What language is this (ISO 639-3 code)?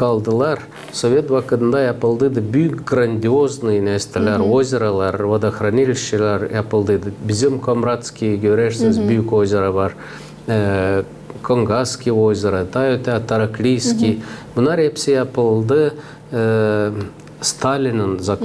gag